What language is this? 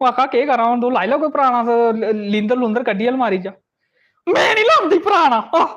Dogri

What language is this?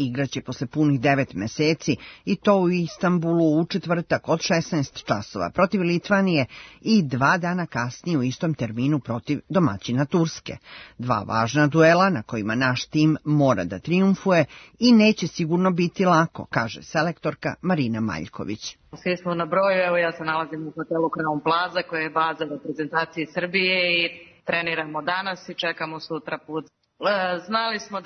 Serbian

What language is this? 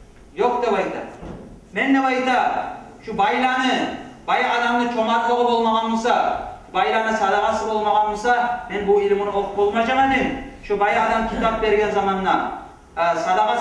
Kumyk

